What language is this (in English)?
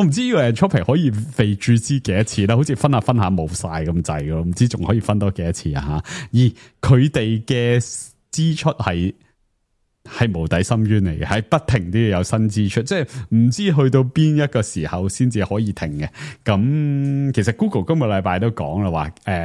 Cantonese